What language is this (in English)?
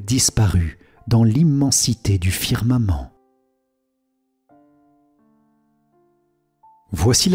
French